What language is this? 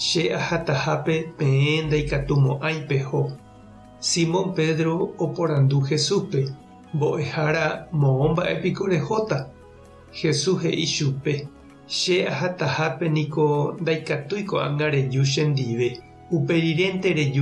Guarani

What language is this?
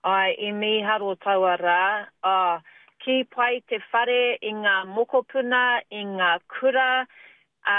Māori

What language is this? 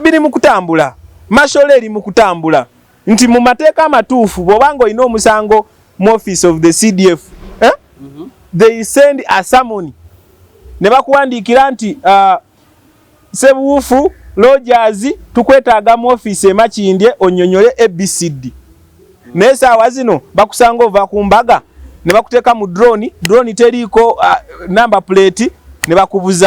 Ganda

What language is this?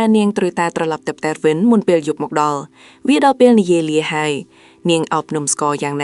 Khmer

